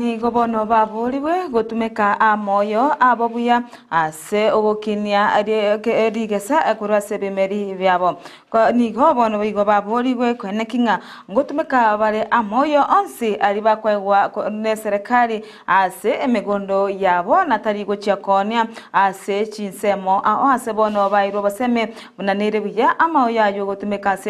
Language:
Gusii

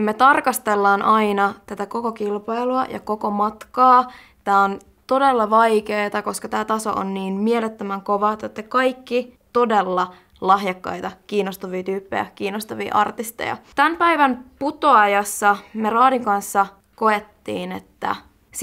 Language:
Finnish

